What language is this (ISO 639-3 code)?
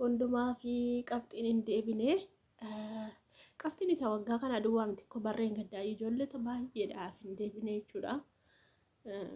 orm